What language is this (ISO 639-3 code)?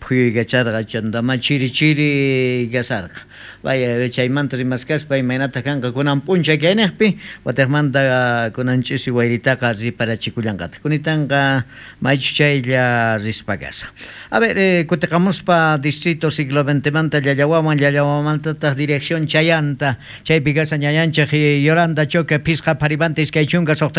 quh